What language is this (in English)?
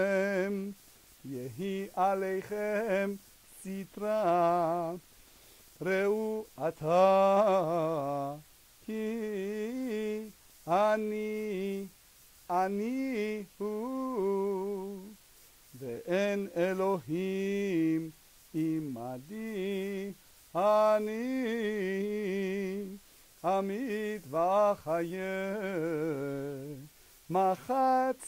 Hebrew